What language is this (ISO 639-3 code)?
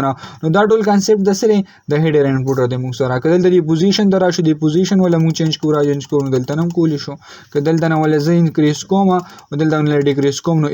pus